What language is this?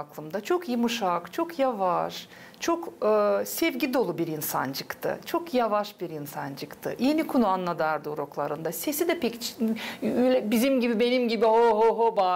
Gagauz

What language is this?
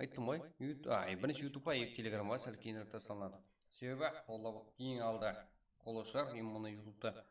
Kara-Kalpak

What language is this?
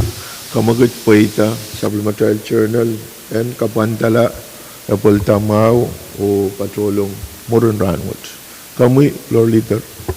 Pohnpeian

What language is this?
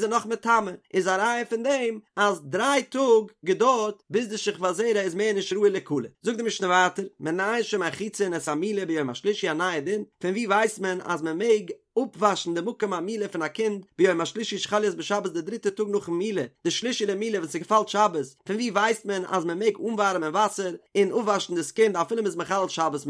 Yiddish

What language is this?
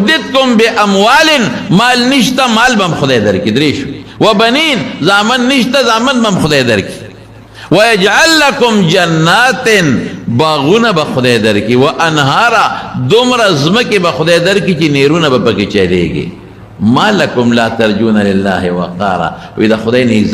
Pashto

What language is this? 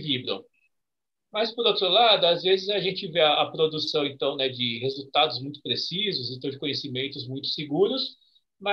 Portuguese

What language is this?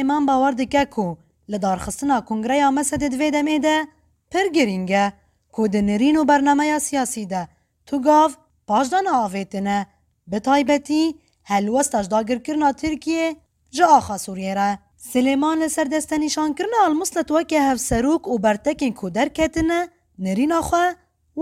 Kurdish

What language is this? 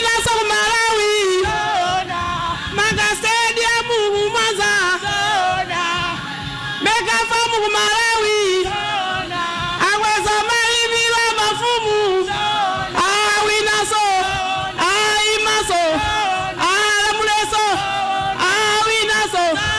Nyanja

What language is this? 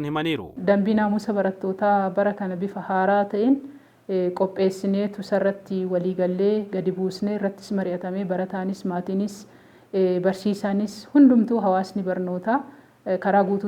Oromo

